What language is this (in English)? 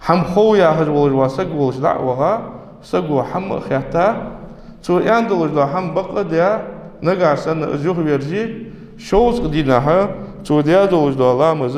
Ingush